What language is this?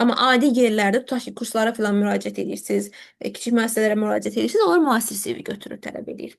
Azerbaijani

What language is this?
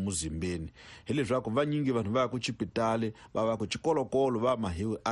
Tsonga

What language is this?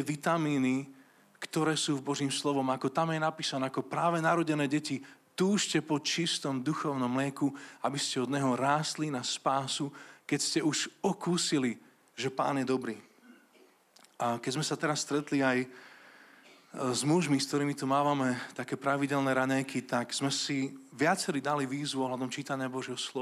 Slovak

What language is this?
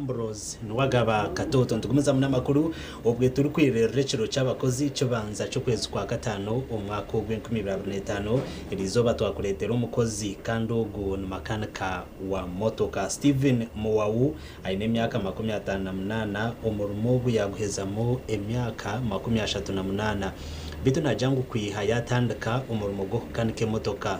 Nyankole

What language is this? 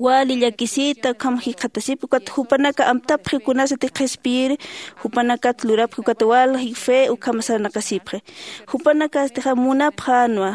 Aymara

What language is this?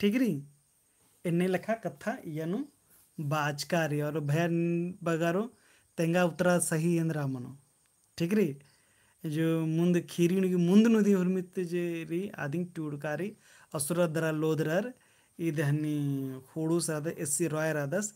Kurukh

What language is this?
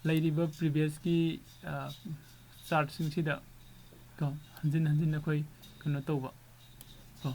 Manipuri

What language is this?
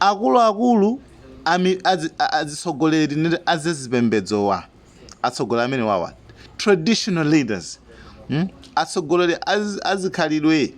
Nyanja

